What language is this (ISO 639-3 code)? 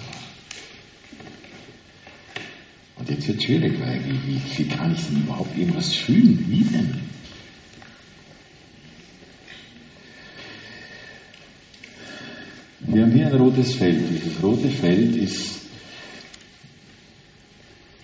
deu